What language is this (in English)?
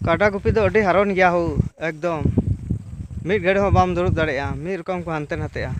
Santali